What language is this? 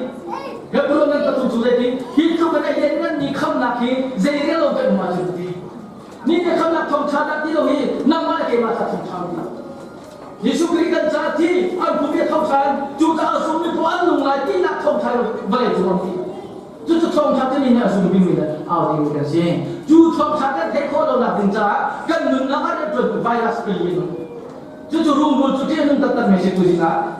Hakha Chin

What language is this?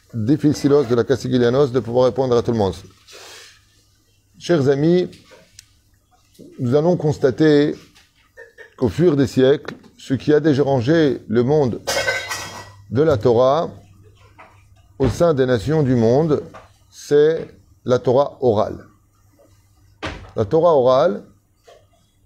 French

